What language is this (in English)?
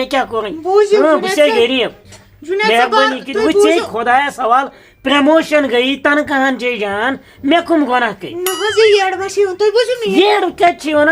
Kashmiri